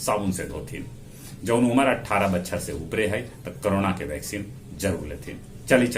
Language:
Magahi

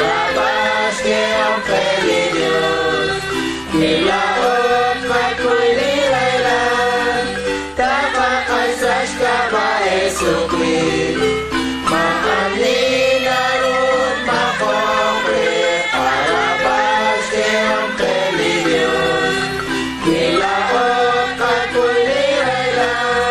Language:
Kekchí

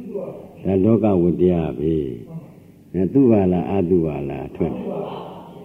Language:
Burmese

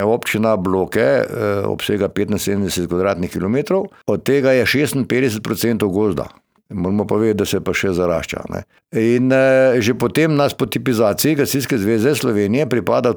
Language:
Slovenian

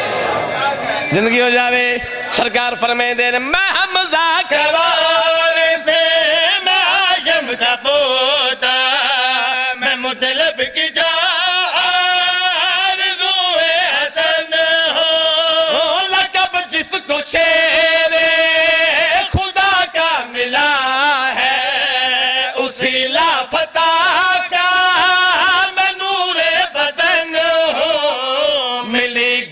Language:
Urdu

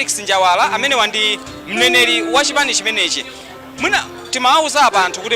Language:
Nyanja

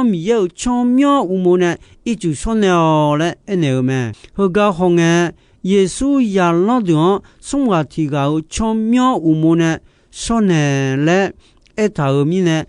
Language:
Akha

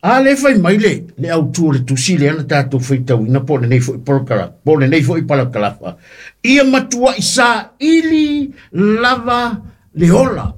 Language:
Samoan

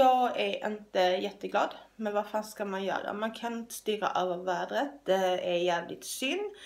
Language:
Swedish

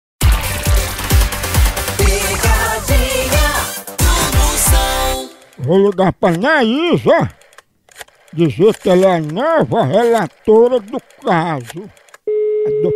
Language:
Portuguese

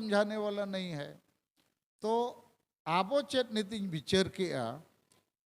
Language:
Santali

